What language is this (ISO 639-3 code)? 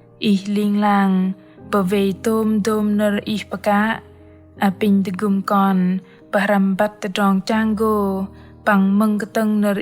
bdq